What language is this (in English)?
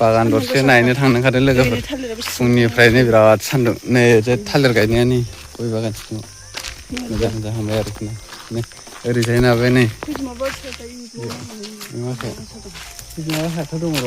Bodo